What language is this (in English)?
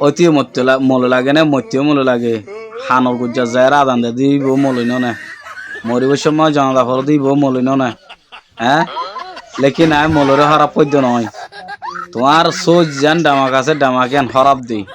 Rohingya